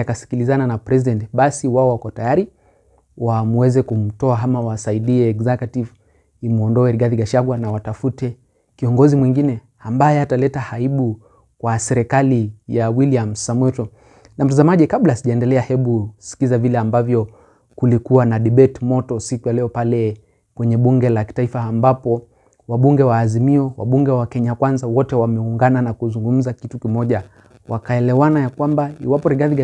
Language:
Swahili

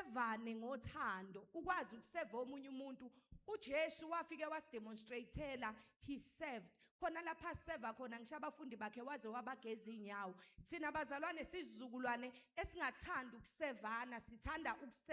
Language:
Zulu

